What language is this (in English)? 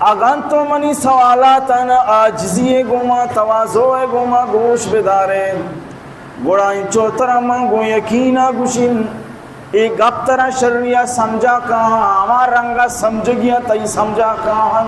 Baluchi